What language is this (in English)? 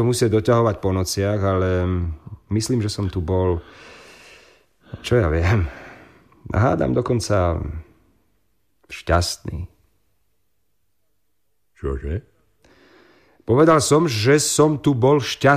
Slovak